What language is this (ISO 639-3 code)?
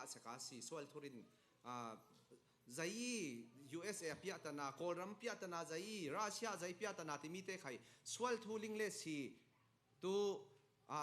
cfm